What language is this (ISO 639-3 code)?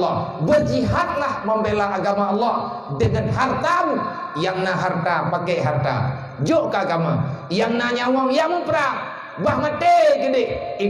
ace